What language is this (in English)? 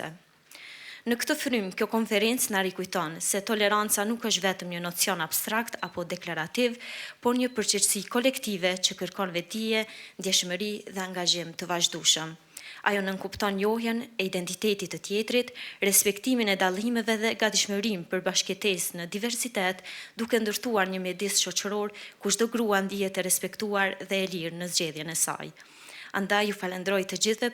Albanian